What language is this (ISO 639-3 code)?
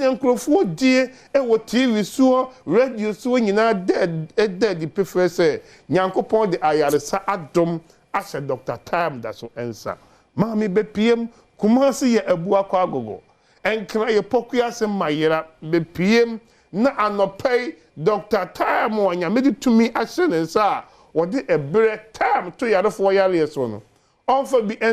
aka